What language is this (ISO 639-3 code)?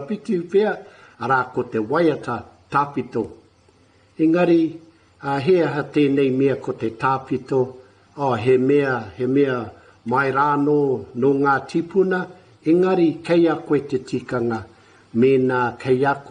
mri